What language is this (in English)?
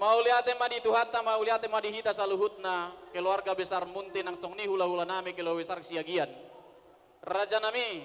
Batak Toba